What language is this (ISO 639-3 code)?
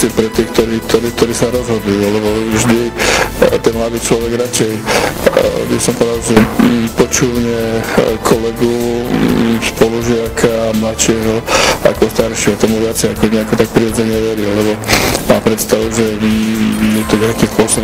slk